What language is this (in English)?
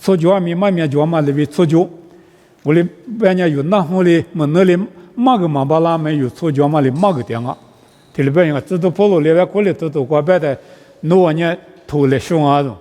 Lisu